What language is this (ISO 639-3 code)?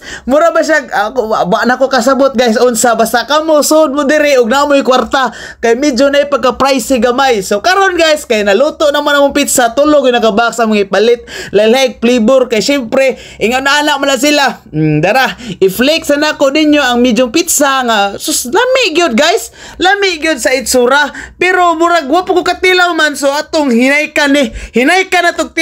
ceb